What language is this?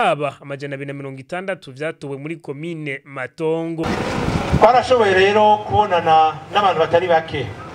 Rundi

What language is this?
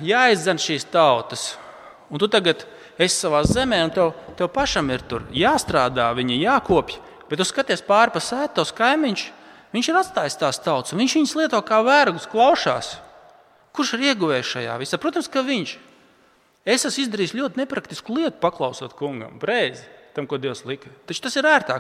Latvian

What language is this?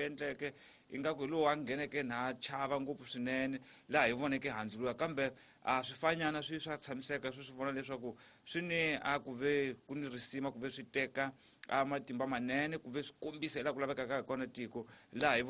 Tsonga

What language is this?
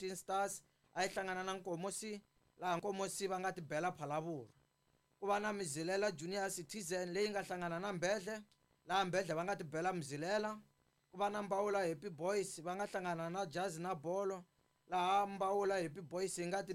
Tsonga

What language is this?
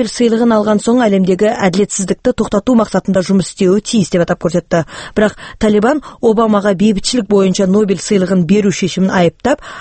Kazakh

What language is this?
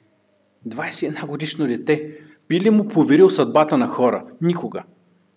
Bulgarian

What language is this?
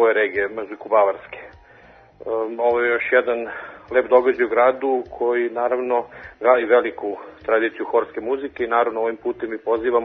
Serbian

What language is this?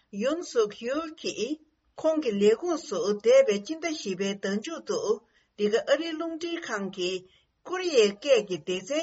Tibetan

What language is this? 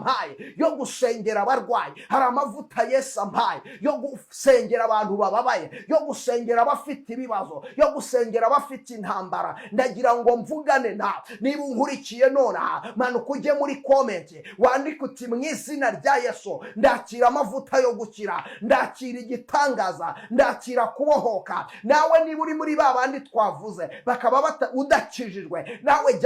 Kinyarwanda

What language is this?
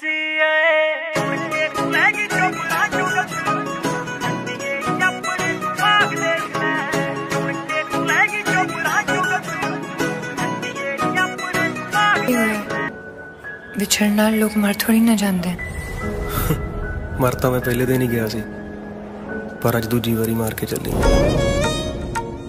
Punjabi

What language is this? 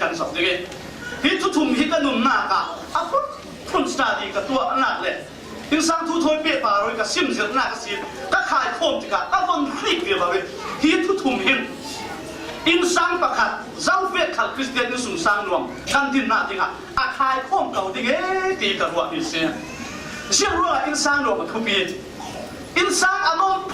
Falam Chin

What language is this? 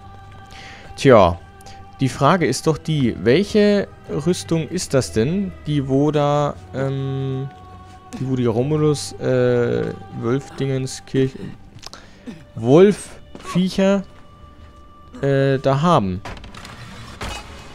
German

